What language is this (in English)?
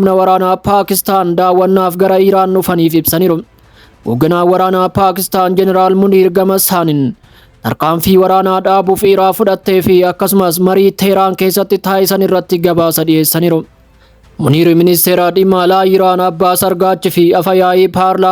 Oromo